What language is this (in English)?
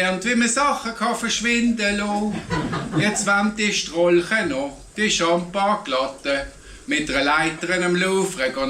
Swiss German